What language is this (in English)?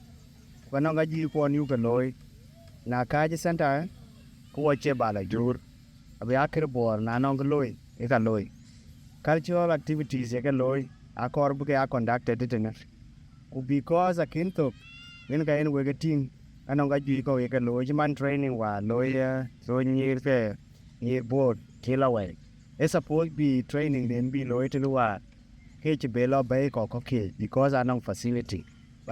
Dinka